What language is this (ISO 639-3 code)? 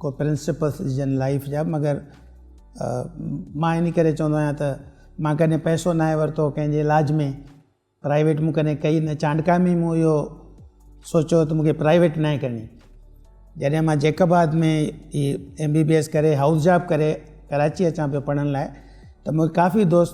snd